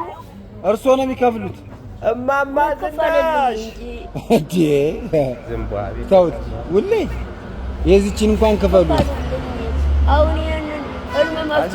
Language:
Amharic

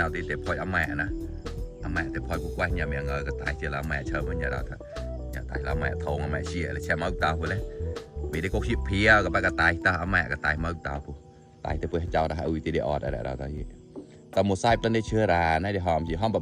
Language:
Mon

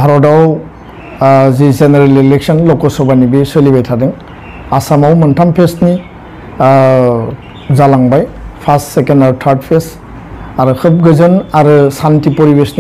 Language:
Bodo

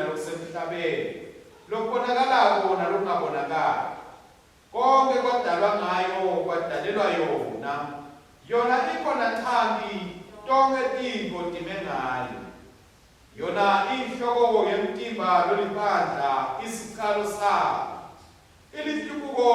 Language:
Swati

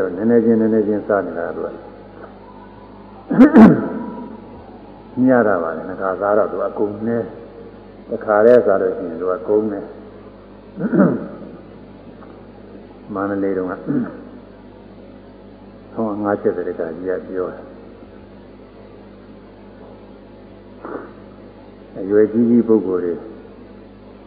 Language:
Burmese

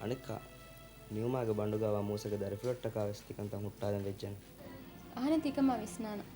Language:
Divehi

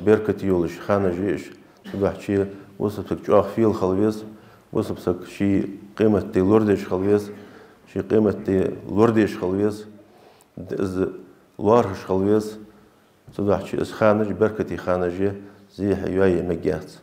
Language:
Ingush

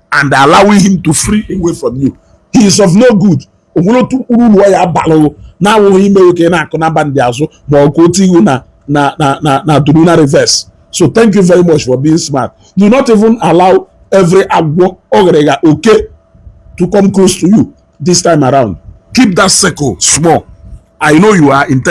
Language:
Igbo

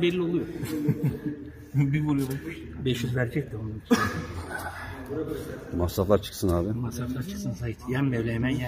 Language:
Turkish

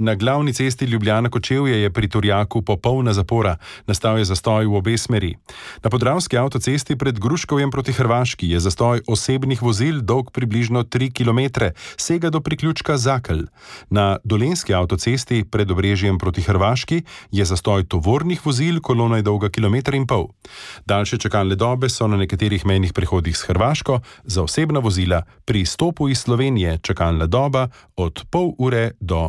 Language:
Slovenian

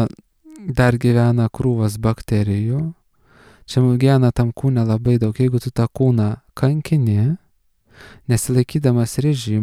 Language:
Lithuanian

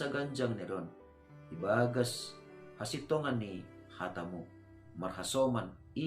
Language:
Batak Simalungun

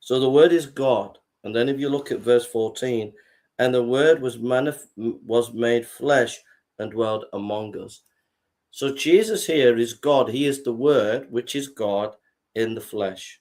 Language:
English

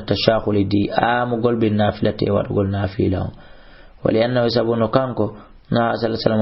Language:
Fula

